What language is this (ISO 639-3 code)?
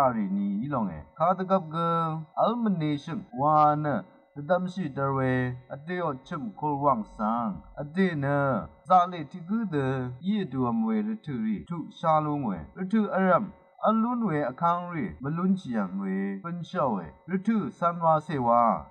raw